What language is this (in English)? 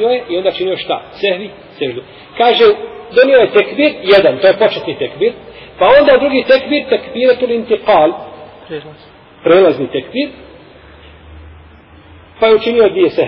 Bosnian